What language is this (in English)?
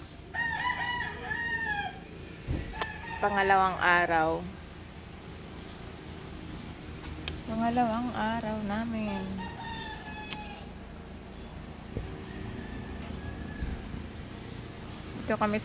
Filipino